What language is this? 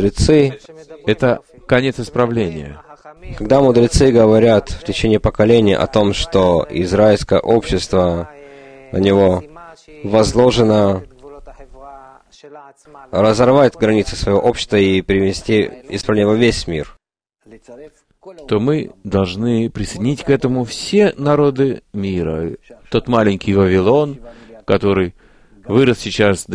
Russian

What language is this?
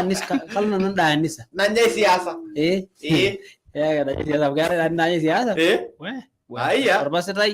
Masai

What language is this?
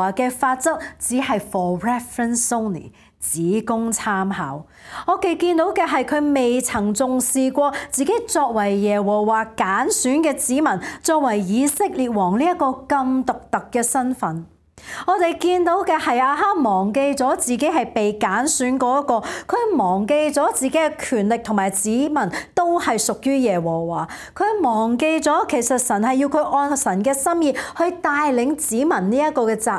Cantonese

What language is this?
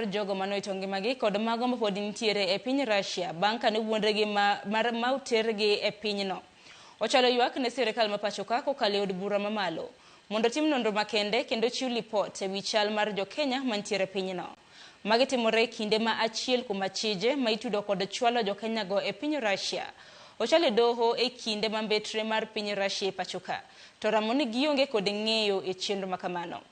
Luo (Kenya and Tanzania)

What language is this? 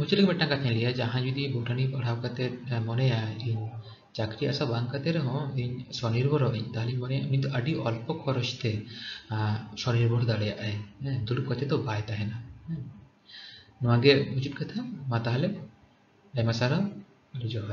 Santali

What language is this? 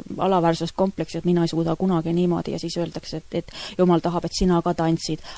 Estonian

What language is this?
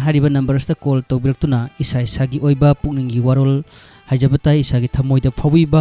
Manipuri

